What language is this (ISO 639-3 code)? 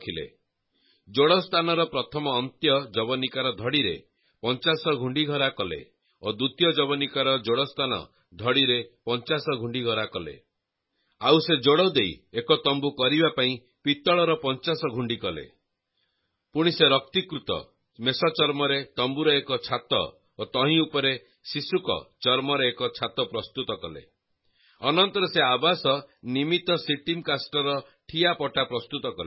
ori